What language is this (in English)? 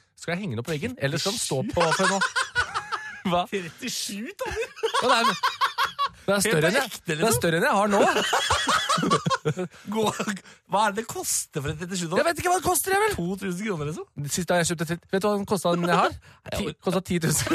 Norwegian